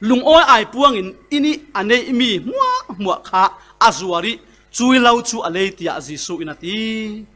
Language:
Falam Chin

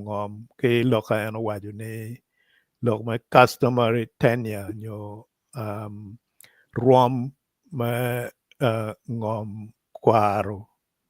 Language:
Acoli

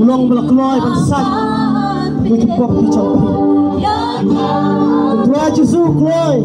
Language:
Khasi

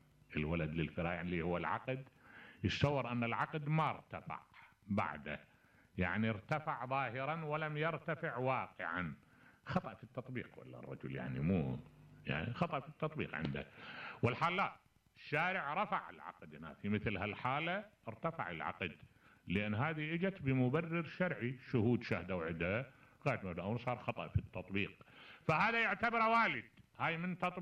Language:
Mesopotamian Arabic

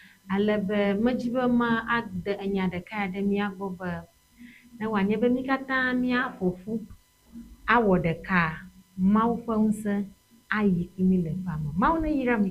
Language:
Ewe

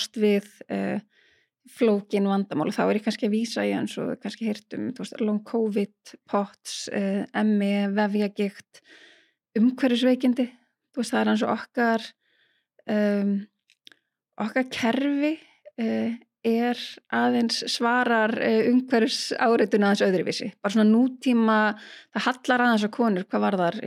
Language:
Icelandic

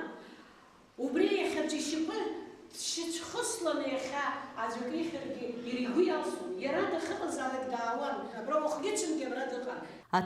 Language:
Abkhazian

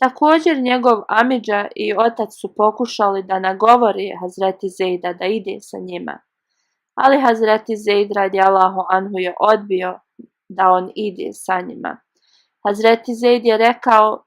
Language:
Bosnian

